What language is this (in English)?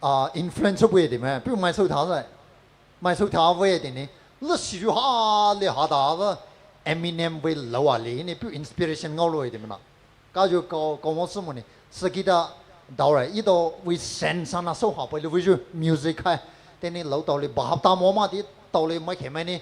Poumei Naga